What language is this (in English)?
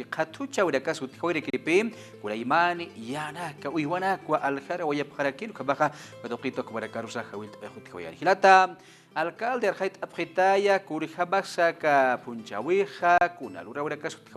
Aymara